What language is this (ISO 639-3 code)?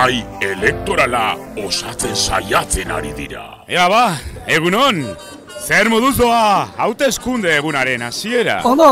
eus